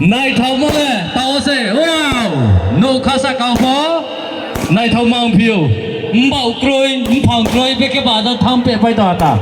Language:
Riang (India)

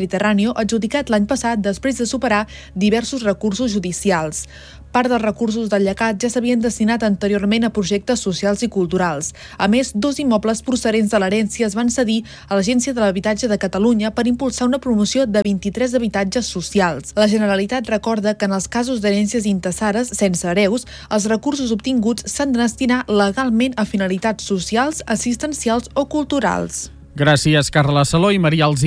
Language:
Catalan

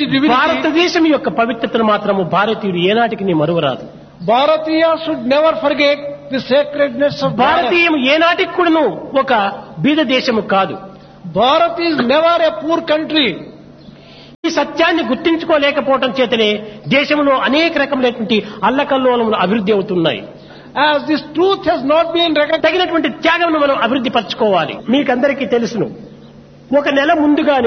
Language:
Telugu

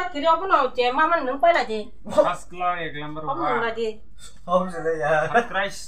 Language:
Kok Borok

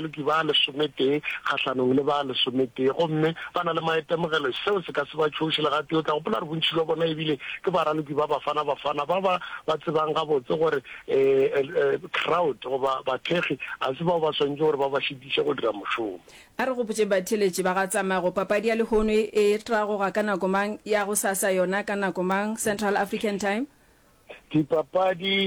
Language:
Northern Sotho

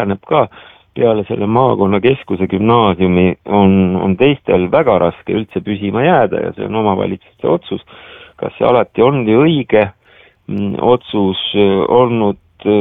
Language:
Estonian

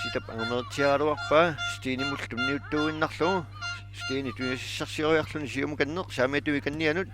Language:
Kalaallisut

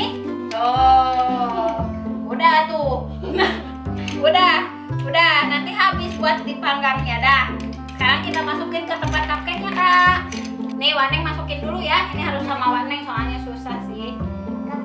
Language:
Indonesian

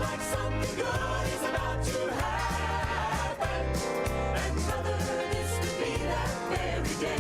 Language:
Gilbertese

